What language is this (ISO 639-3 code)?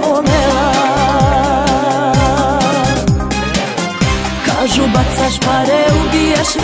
srp